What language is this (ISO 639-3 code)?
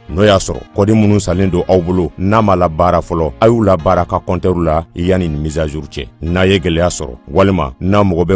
bam